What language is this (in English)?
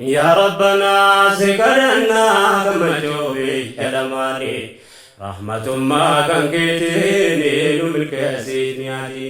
Oromo